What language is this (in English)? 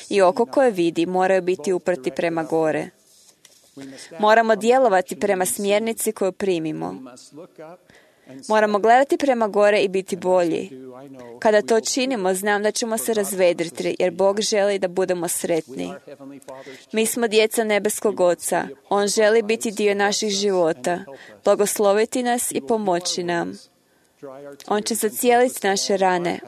Croatian